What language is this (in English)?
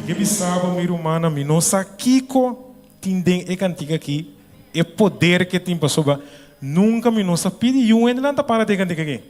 Papiamento